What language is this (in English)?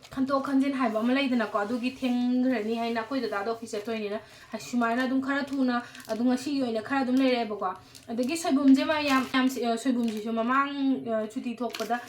Manipuri